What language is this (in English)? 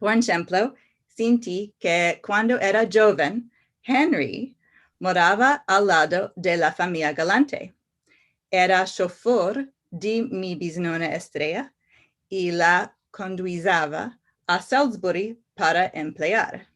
Ladino